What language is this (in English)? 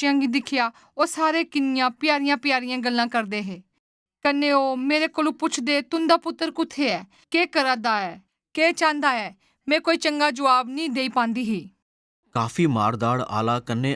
Dogri